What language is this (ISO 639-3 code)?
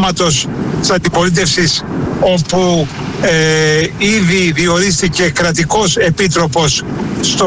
ell